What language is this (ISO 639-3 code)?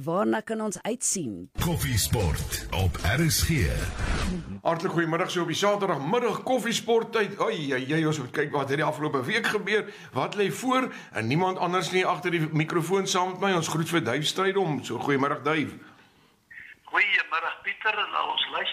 afr